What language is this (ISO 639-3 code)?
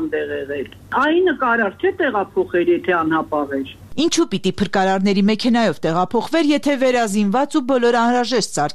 hye